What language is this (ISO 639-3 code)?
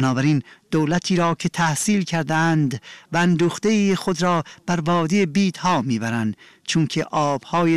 fas